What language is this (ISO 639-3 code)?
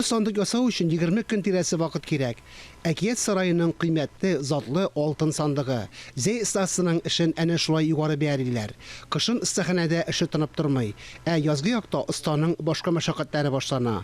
tat